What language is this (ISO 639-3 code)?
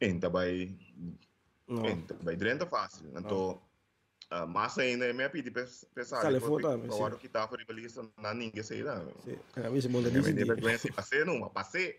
pap